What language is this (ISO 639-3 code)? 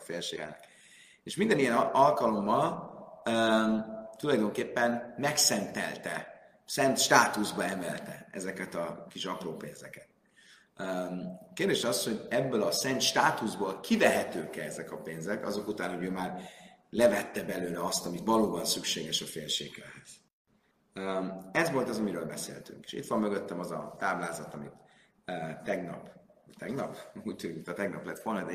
hun